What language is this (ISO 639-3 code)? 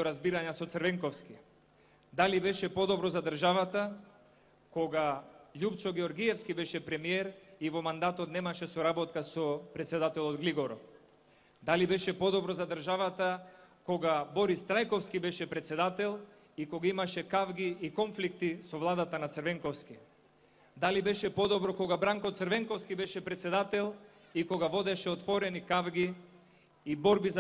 mkd